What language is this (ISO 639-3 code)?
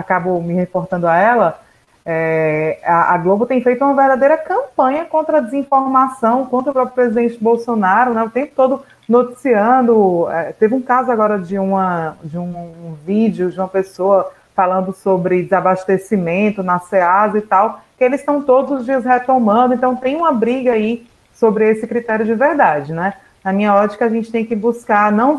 por